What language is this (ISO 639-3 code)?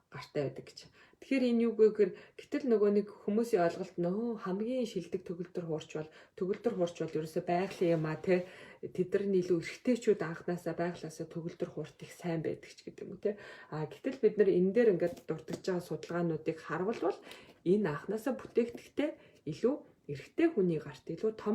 mon